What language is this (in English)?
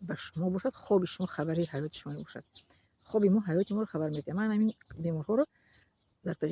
Tajik